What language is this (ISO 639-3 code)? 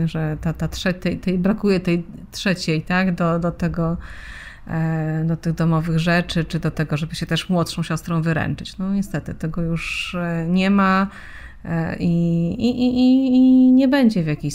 pol